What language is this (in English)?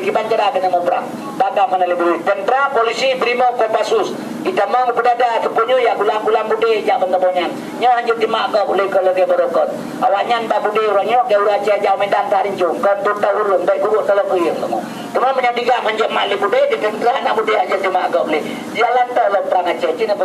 Achinese